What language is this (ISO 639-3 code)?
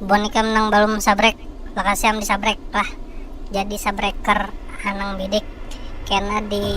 bjn